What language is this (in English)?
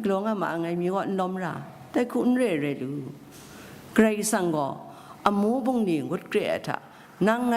Kachin